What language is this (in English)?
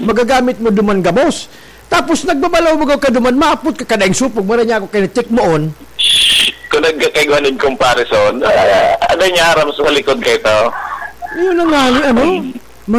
Bikol